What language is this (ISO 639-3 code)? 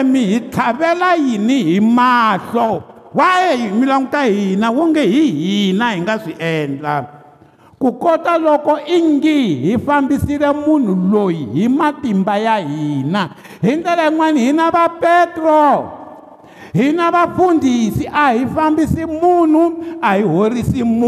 tso